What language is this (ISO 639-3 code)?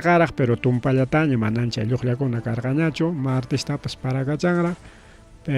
quy